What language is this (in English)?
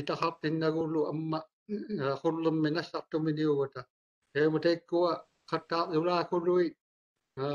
Māori